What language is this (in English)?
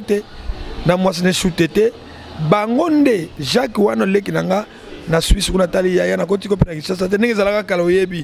Lingala